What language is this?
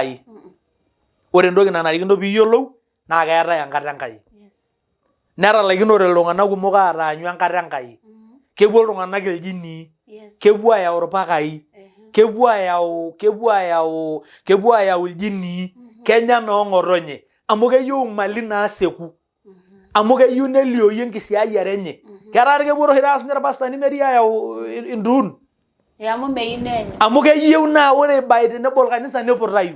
Masai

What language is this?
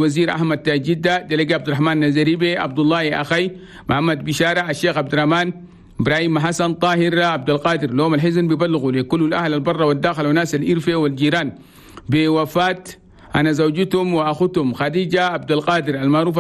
Chadian Arabic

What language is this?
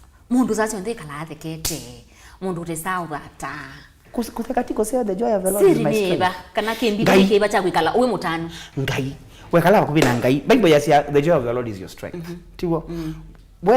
Kamba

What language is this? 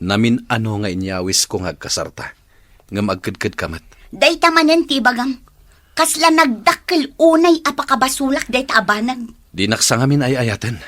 Iloko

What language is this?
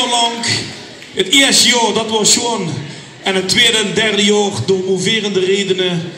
Limburgish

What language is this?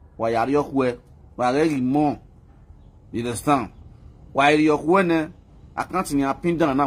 Nigerian Pidgin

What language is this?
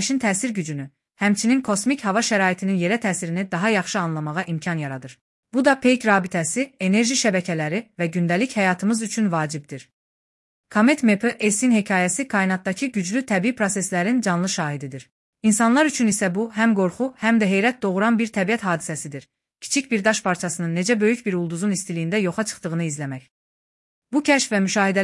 Azerbaijani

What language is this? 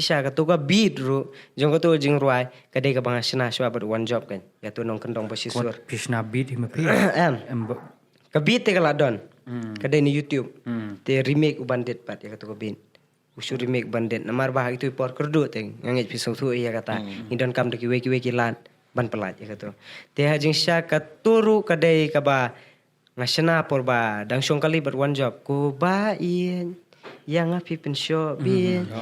Khasi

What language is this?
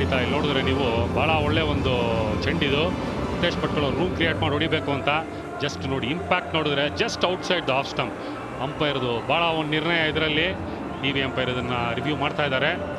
Kannada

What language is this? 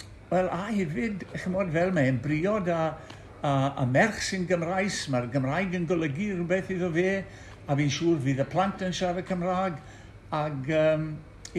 Welsh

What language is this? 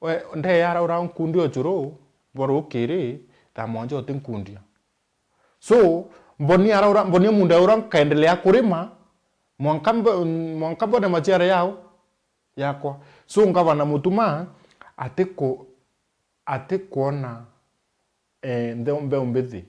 Meru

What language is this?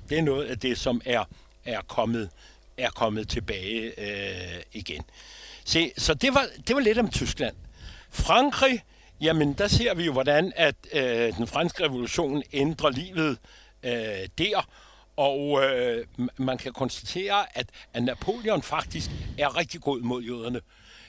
Danish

